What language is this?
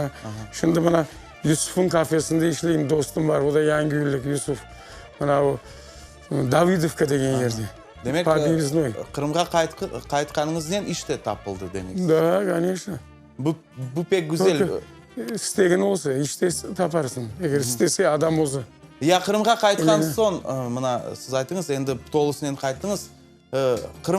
Crimean Tatar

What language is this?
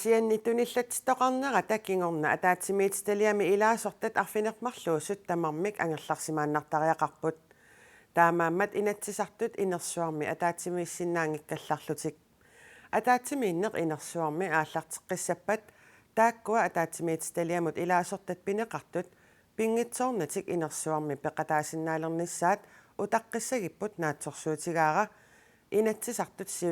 Kalaallisut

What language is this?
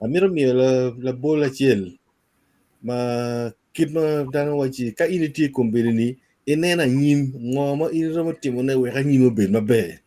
Acoli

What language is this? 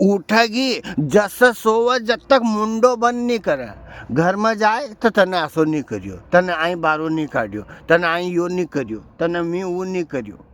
Rajasthani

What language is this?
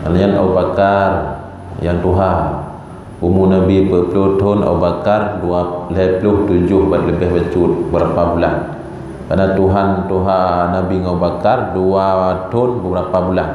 Achinese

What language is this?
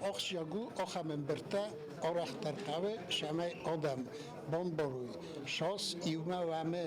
Ossetic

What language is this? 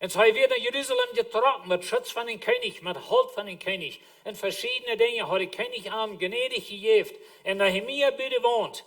Plautdietsch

